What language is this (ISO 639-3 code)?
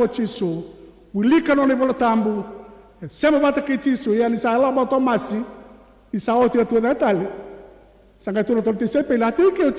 fij